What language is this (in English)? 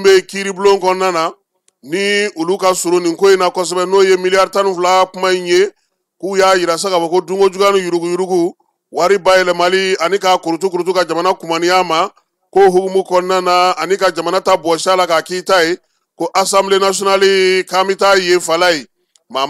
Bambara